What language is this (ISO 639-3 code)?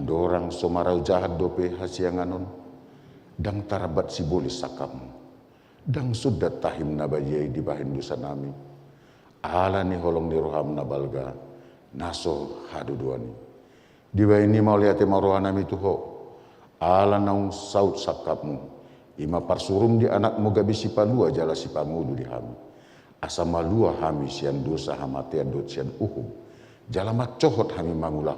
bbc